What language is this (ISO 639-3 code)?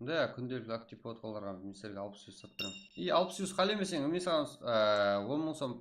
kaa